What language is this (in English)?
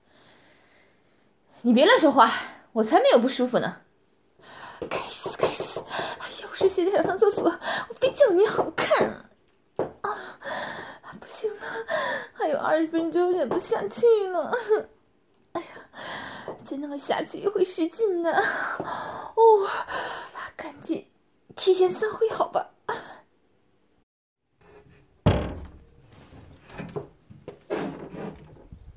Chinese